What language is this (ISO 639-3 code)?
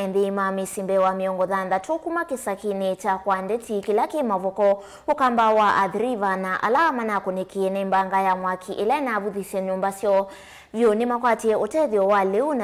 kam